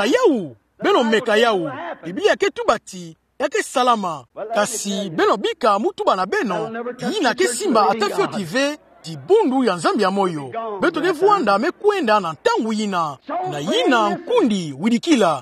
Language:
Kituba (Democratic Republic of Congo)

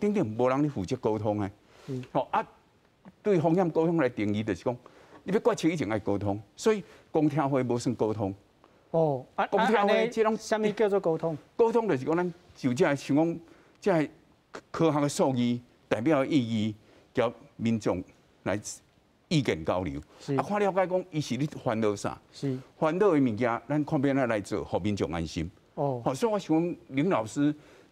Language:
Min Nan Chinese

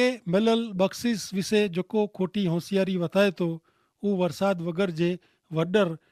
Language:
Kachhi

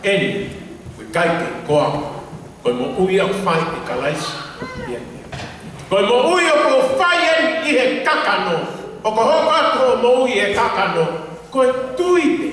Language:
Tongan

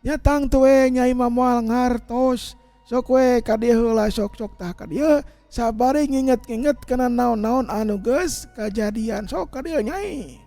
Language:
Sundanese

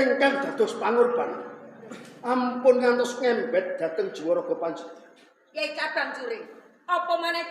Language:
Javanese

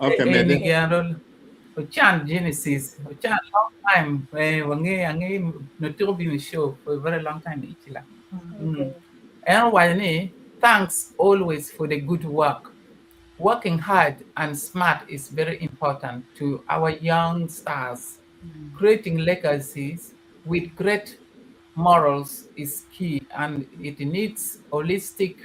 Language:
Acoli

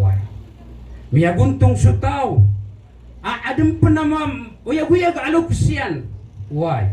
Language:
Maranao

